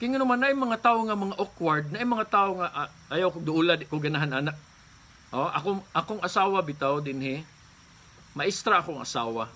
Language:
Cebuano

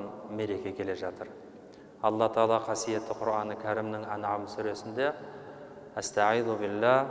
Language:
Kazakh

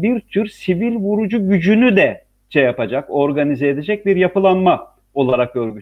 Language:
Turkish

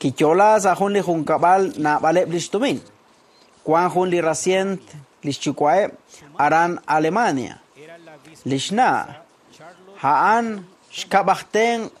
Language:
Kekchí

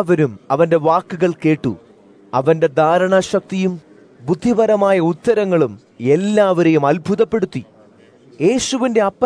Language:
Malayalam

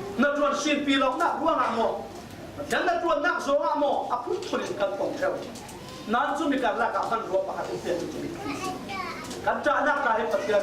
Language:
Falam Chin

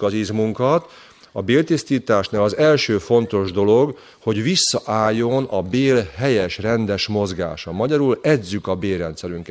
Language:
Hungarian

